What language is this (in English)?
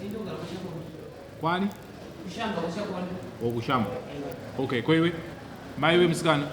Shona